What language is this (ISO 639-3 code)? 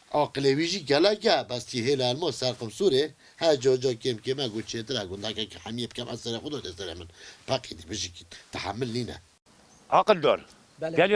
kur